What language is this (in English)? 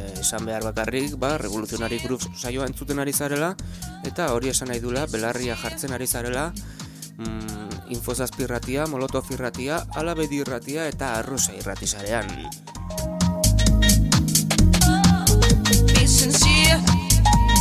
Basque